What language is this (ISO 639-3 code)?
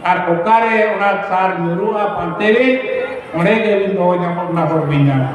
sat